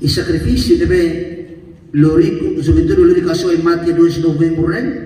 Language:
Tetum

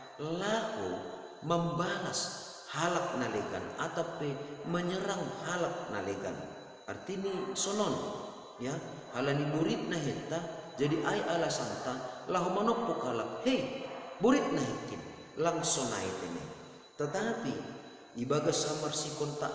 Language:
Batak Simalungun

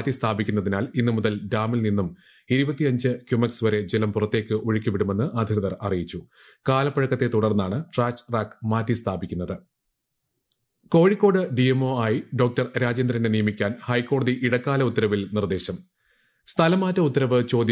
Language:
Malayalam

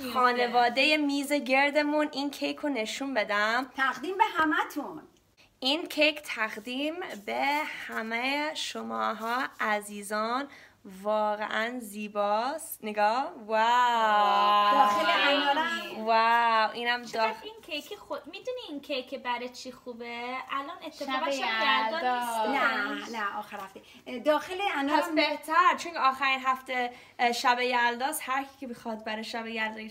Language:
Persian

